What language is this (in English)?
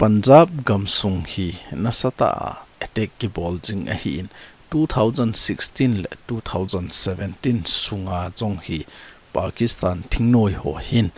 Thado Chin